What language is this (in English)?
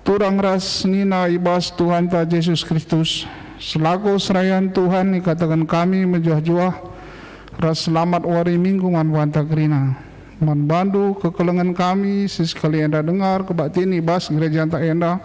Batak Karo